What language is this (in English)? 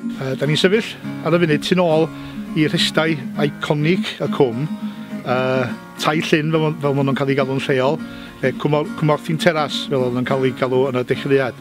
Welsh